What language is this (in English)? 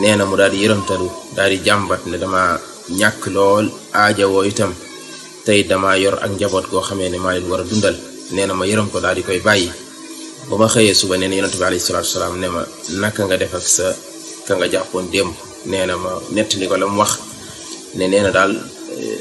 Wolof